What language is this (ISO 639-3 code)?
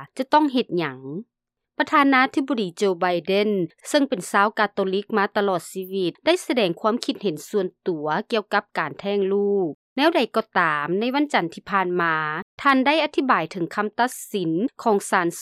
lao